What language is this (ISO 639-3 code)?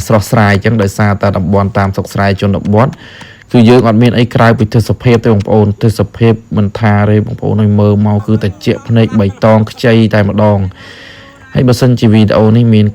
khm